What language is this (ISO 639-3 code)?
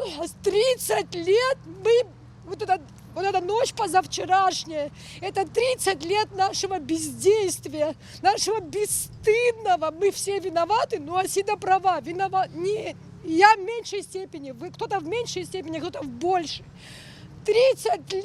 abk